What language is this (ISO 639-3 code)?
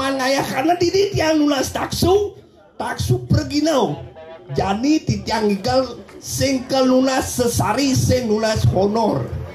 ban